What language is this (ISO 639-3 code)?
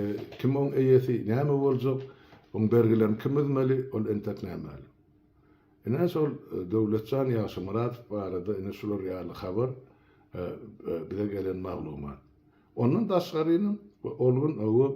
tuk